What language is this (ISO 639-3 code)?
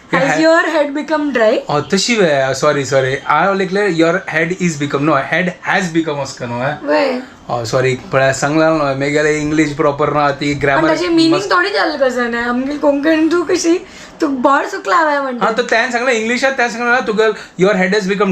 kok